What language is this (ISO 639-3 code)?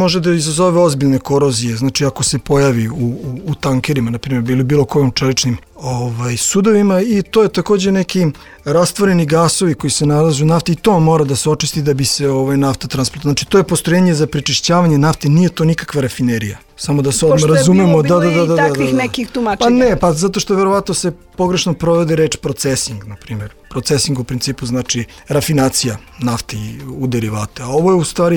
srp